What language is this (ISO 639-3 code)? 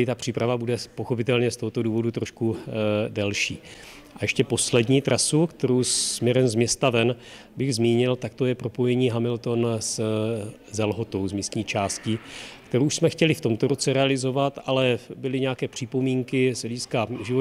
ces